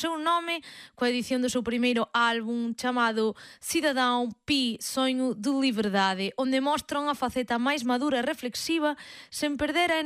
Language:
Galician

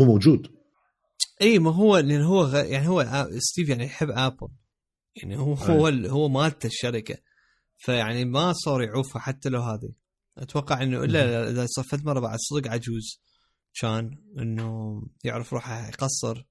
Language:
Mesopotamian Arabic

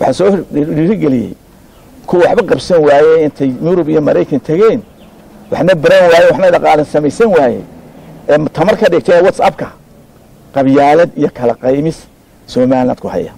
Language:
Somali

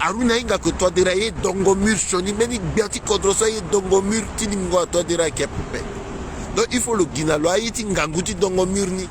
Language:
Sango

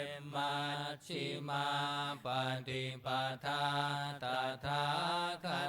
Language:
Pali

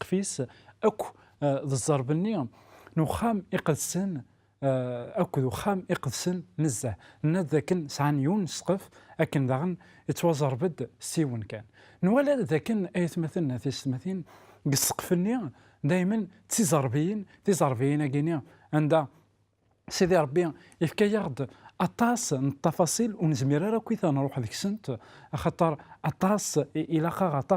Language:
Kabyle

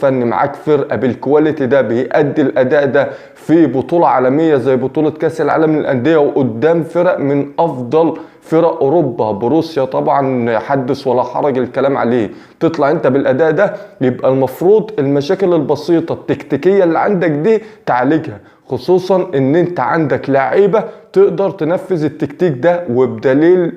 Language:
Egyptian Arabic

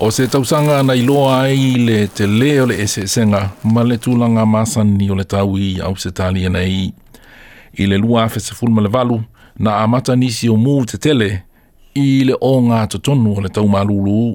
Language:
Samoan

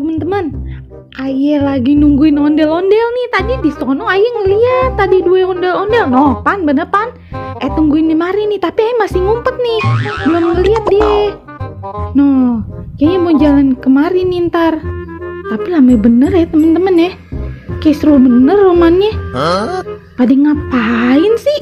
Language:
Betawi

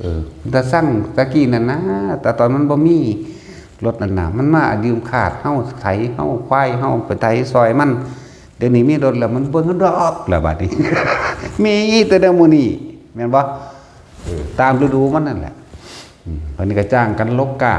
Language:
Northeastern Thai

